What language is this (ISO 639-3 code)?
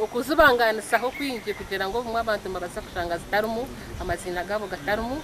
nyn